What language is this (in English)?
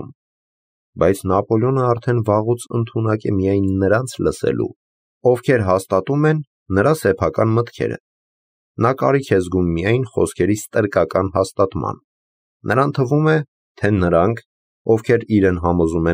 Armenian